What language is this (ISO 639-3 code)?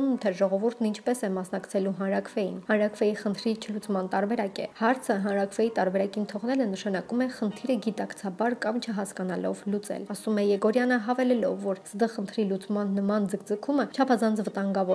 hye